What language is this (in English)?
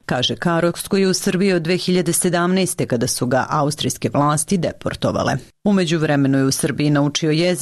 Serbian